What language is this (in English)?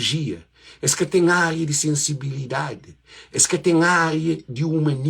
Kabuverdianu